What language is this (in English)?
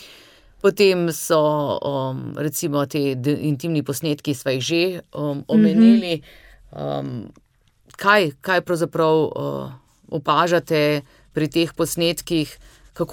Slovenian